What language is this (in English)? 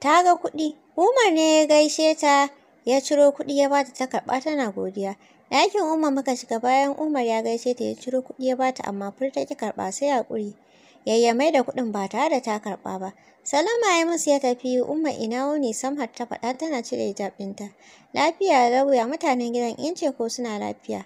Hausa